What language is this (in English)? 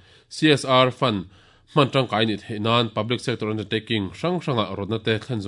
Mizo